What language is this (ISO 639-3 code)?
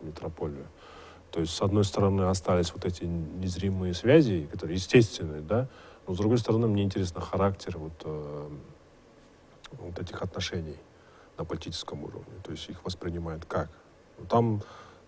rus